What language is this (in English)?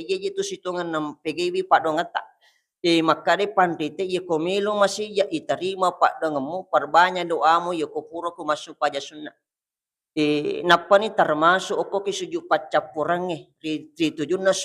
Buginese